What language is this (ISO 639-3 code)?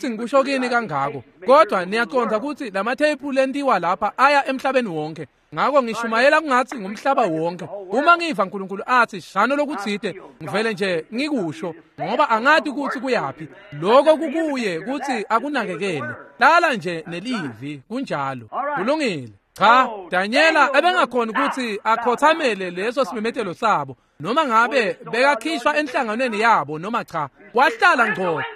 ssw